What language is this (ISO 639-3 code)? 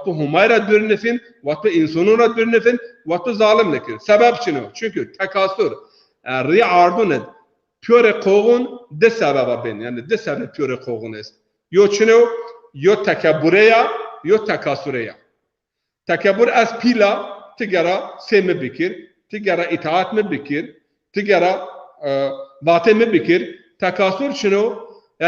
zza